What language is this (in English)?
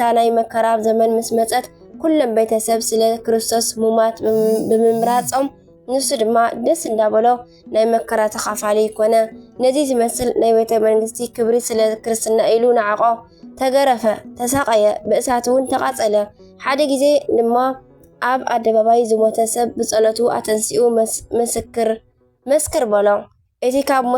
Tigrinya